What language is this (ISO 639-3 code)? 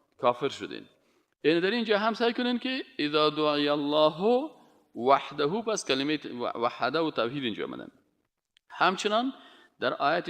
fas